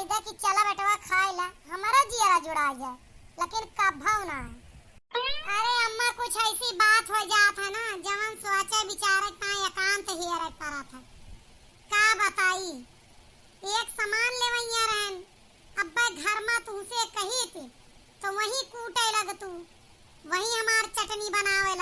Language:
Awadhi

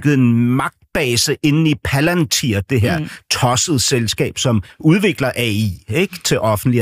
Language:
Danish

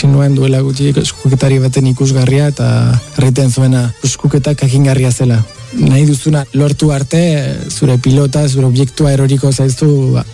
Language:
Basque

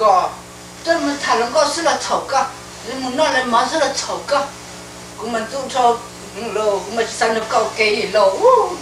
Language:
Hmong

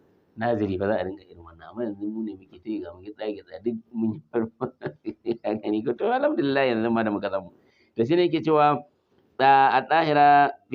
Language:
Hausa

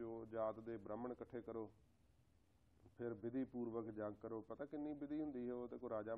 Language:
Punjabi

